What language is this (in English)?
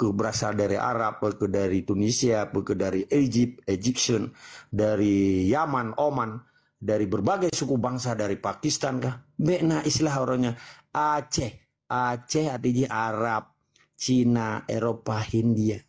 Achinese